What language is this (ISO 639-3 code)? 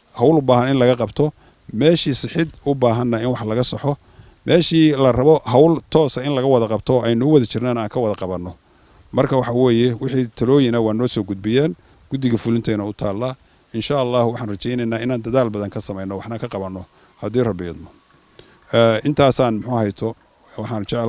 som